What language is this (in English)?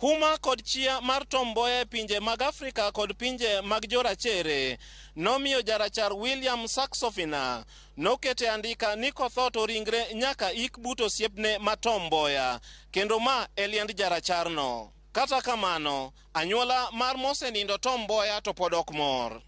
Luo (Kenya and Tanzania)